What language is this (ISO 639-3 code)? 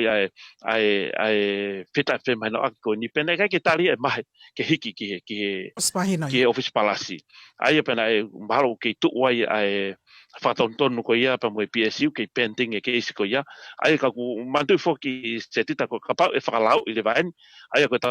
ton